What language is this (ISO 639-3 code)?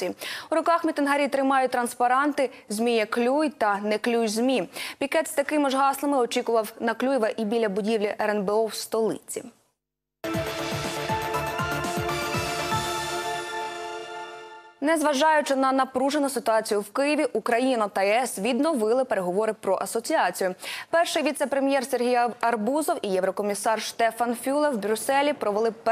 ukr